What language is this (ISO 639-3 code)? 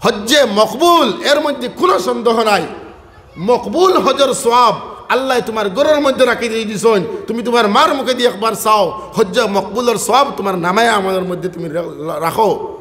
syl